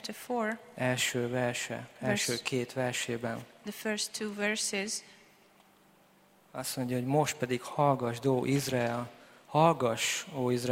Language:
Hungarian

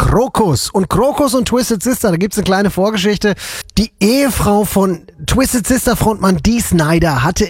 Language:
German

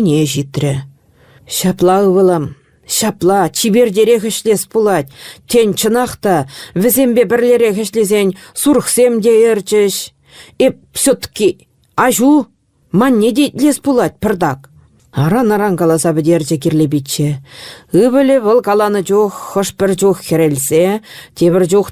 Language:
Chuvash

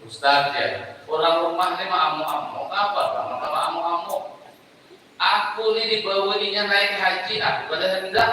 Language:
Banjar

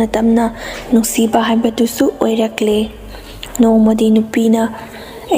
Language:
Manipuri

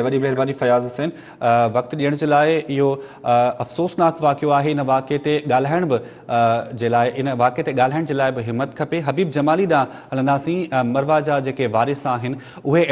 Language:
Sindhi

